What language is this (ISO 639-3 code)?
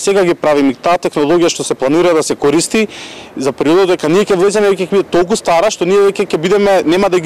mkd